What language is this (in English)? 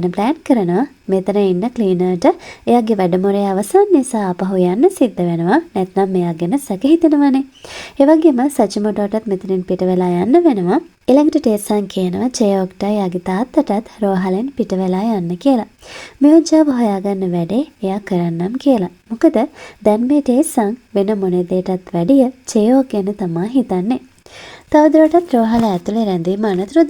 Sinhala